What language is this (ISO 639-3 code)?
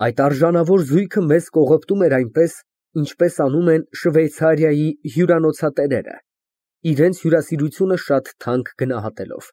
hye